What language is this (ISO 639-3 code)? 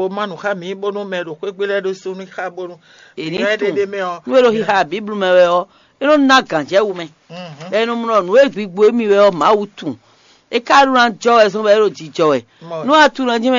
fon